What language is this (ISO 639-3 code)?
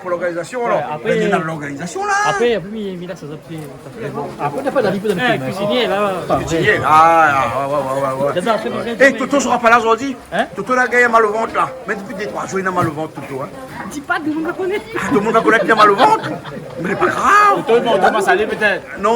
rcf